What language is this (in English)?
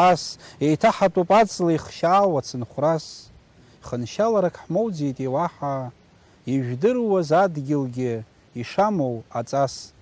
Abkhazian